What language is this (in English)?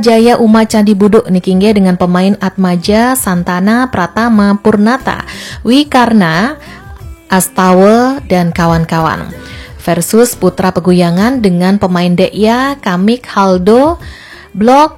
Balinese